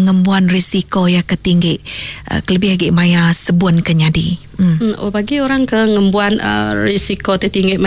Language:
Iban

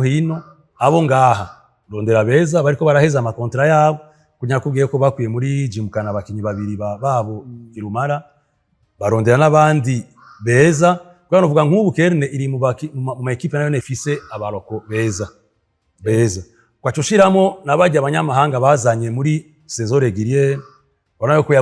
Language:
Rundi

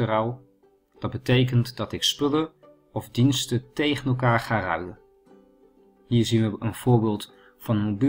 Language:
Dutch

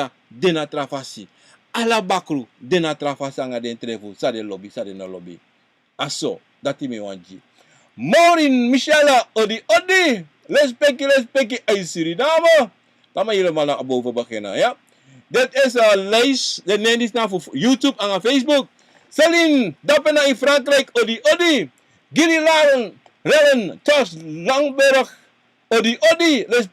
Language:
Sranan Tongo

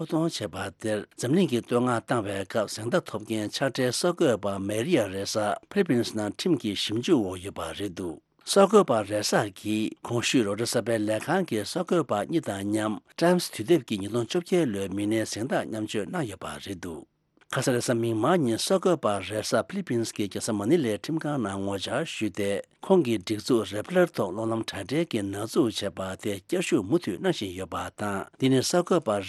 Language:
Tibetan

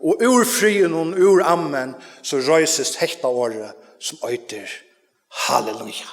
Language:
Faroese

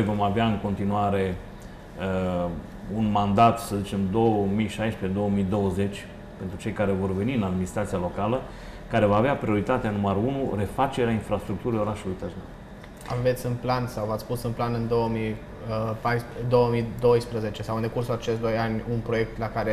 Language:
Romanian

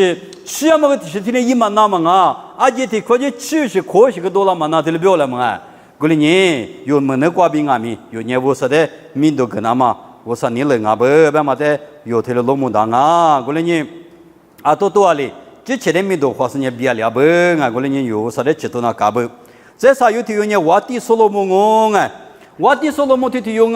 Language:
Lisu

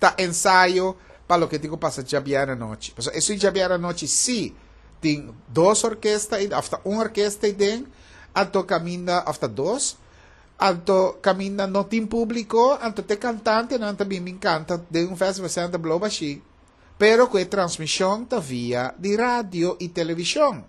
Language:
Papiamento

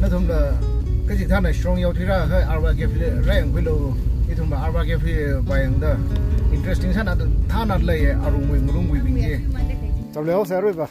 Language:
Tangkhul Naga (India)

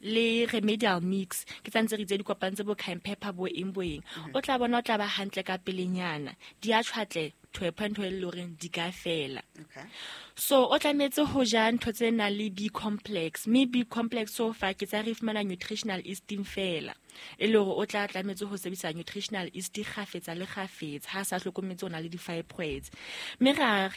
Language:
Southern Sotho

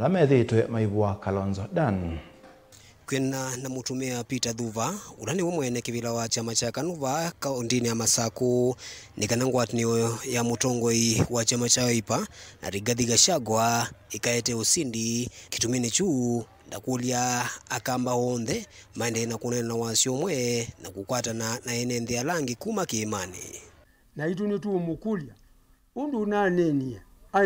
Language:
Kamba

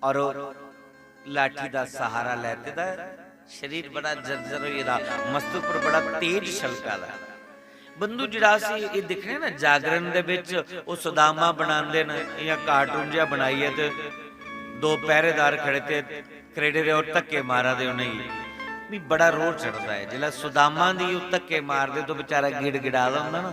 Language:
Dogri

